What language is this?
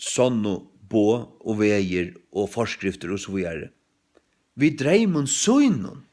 Faroese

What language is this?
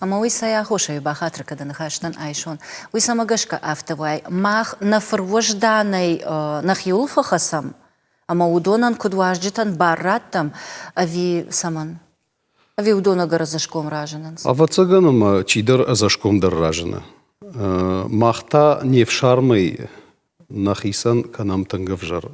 Ossetic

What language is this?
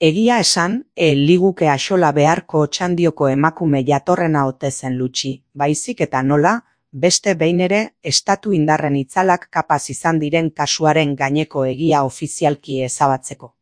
Basque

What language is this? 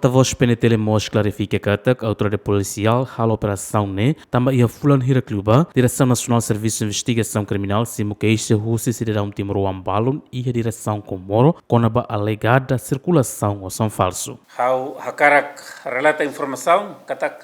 Tetum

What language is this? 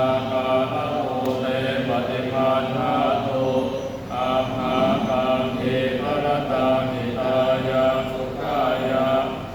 Pali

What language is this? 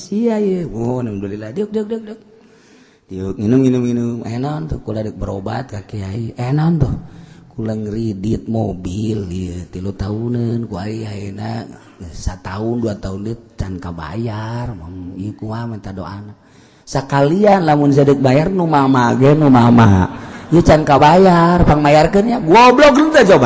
Sundanese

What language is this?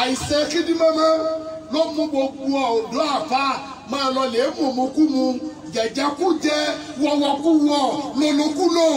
Yoruba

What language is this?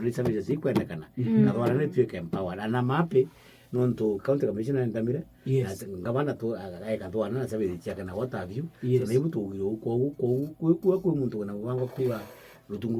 Meru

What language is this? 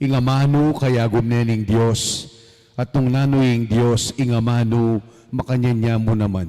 Pampanga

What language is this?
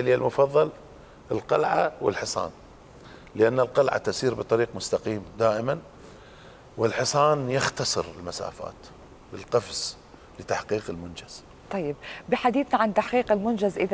Mesopotamian Arabic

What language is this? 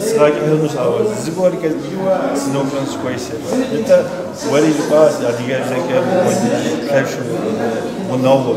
Kabardian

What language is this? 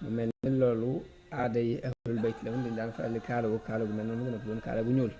Wolof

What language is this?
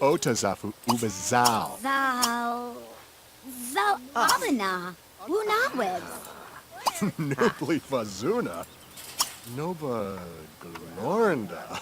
Bavarian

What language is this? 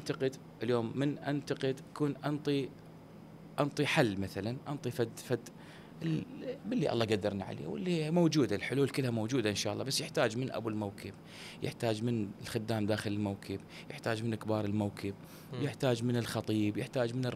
Mesopotamian Arabic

